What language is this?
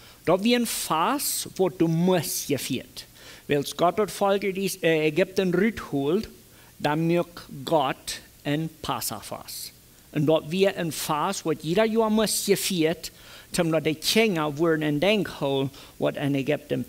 Plautdietsch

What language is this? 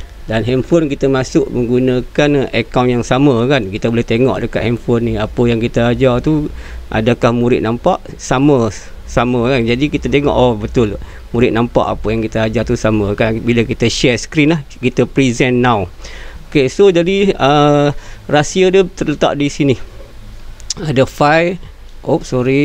Malay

